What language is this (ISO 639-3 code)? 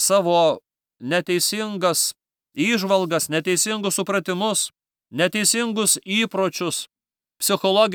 lit